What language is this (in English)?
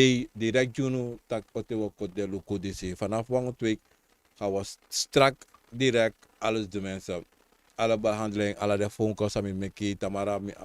Sranan Tongo